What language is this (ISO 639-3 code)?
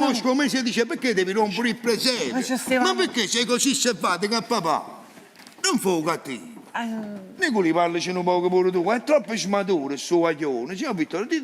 nap